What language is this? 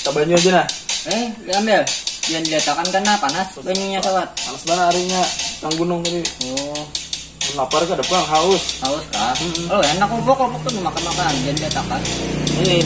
Banjar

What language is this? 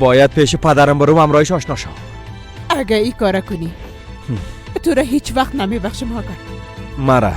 Persian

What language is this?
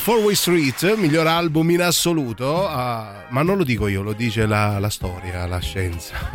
Italian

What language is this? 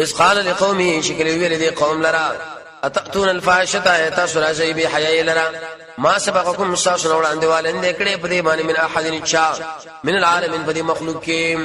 Pashto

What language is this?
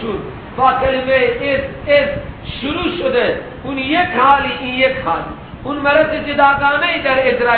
Persian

